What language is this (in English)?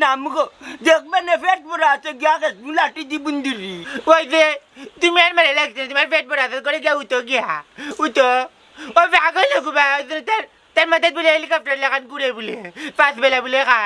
Sylheti